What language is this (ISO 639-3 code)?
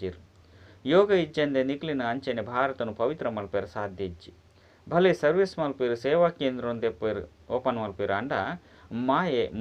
tcy